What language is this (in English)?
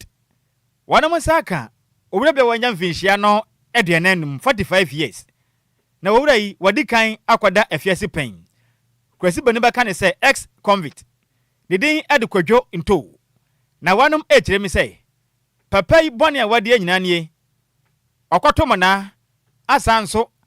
Akan